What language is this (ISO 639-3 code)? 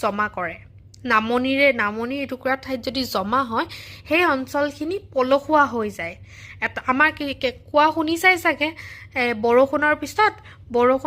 asm